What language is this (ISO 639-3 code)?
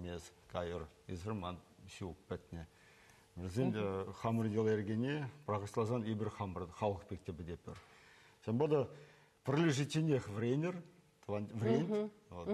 chv